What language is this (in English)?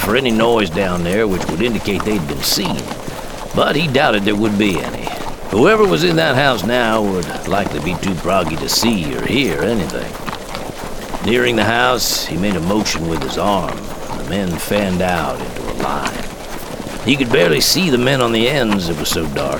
English